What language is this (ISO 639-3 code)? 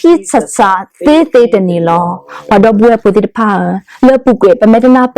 ksw